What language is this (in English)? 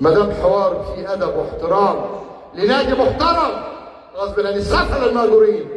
Egyptian Arabic